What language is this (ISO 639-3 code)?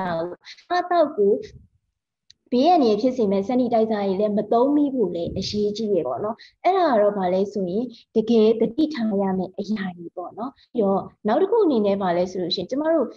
mya